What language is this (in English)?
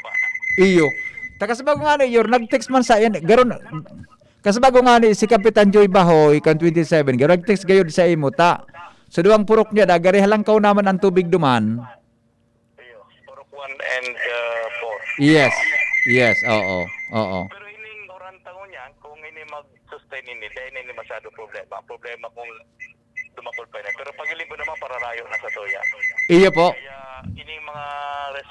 Bikol